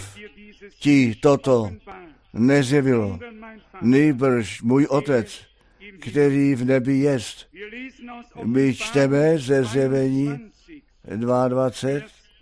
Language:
Czech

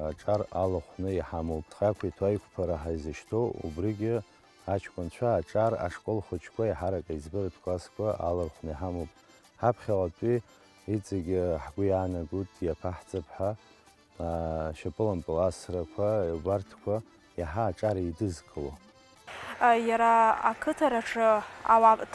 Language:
Abkhazian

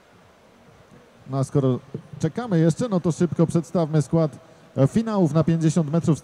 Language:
Polish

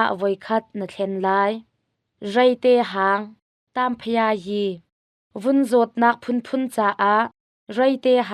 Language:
Hakha Chin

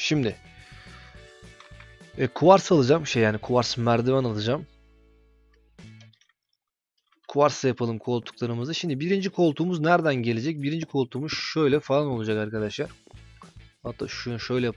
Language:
Turkish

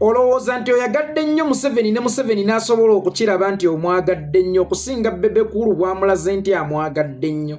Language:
Ganda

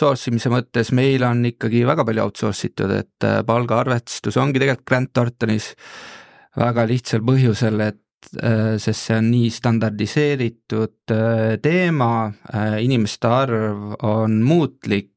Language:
Estonian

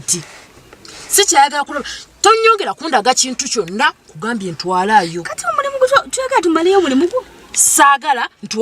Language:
Ganda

